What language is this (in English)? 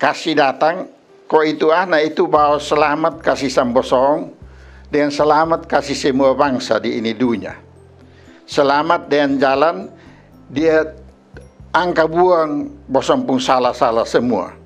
Kupang Malay